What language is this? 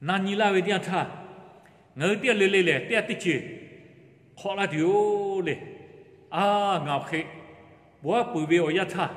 Lahu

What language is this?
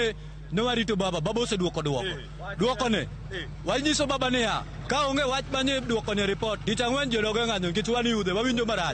Luo (Kenya and Tanzania)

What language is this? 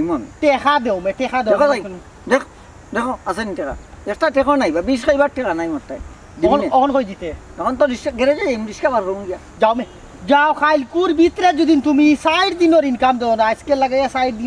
Sylheti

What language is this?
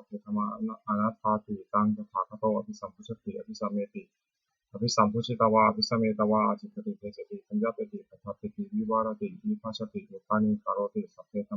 Pali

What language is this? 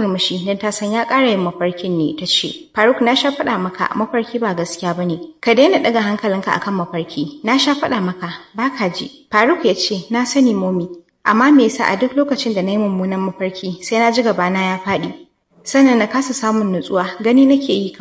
Hausa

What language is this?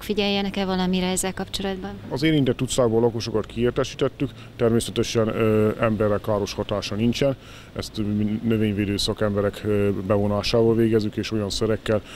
Hungarian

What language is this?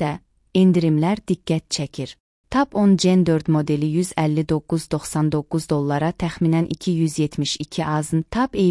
Azerbaijani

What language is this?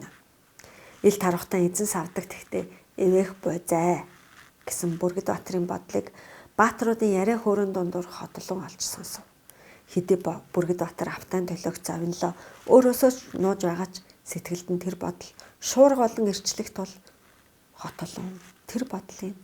Mongolian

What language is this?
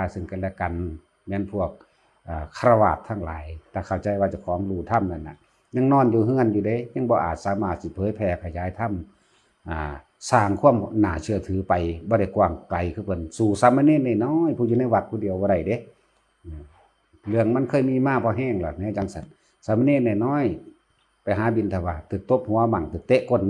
Northeastern Thai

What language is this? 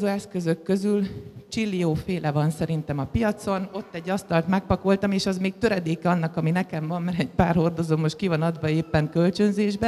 Hungarian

